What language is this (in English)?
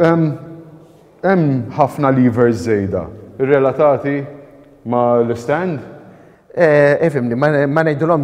Maltese